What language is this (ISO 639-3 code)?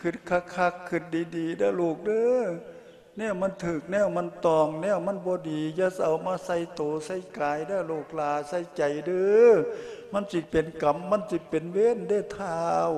lao